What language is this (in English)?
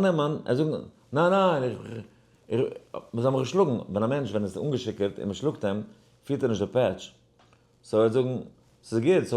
Yiddish